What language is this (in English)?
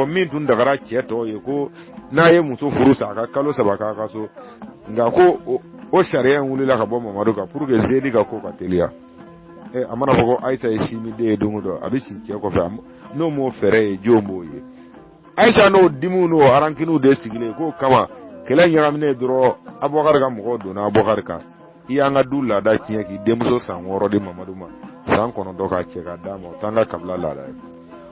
Bambara